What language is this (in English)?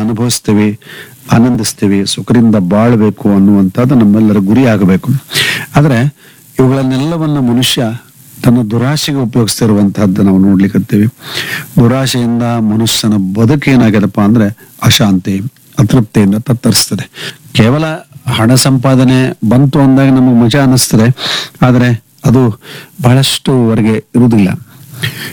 Kannada